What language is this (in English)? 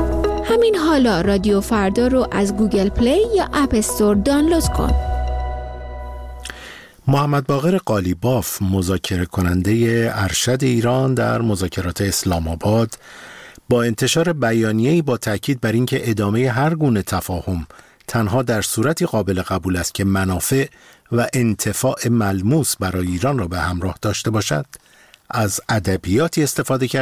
Persian